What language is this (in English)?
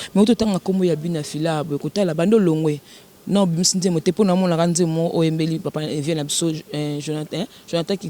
Lingala